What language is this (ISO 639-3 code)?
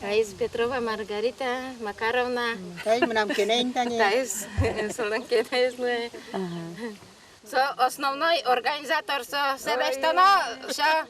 udm